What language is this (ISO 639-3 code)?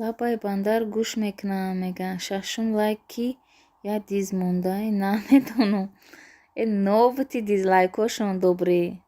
tgk